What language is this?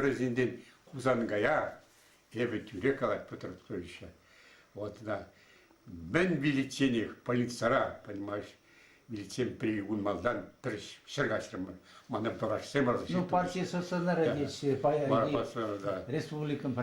Chuvash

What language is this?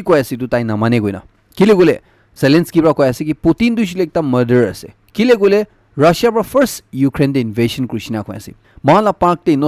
Naga Pidgin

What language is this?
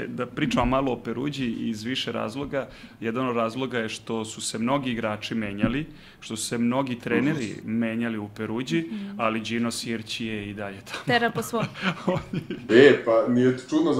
Serbian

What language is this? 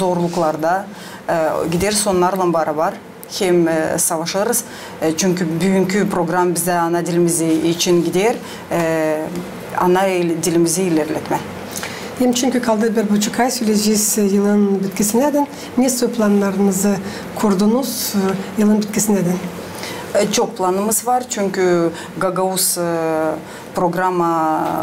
Gagauz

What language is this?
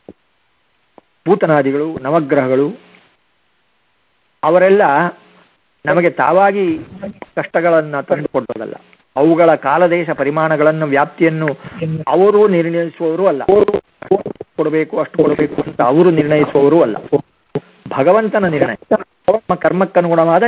Kannada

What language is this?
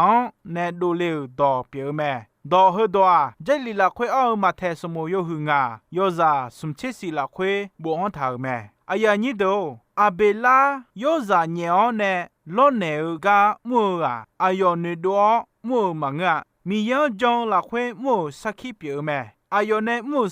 Akha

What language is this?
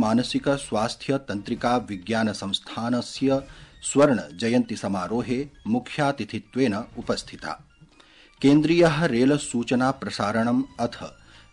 Sanskrit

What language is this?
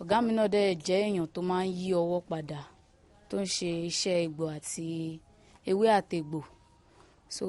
Yoruba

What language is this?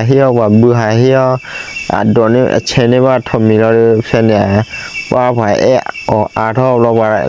S'gaw Karen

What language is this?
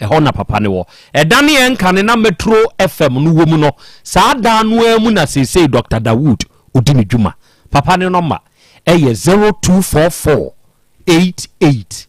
Akan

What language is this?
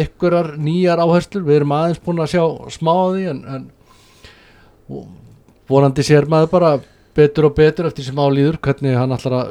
Icelandic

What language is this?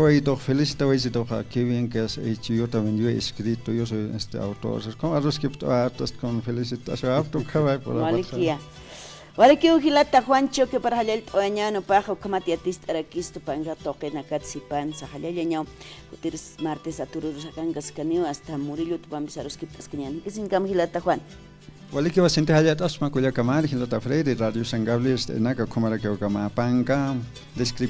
Aymara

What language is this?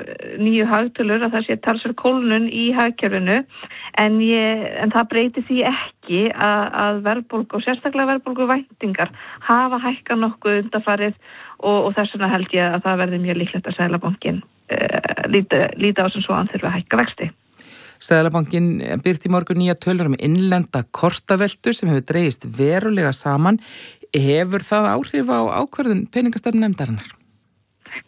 Icelandic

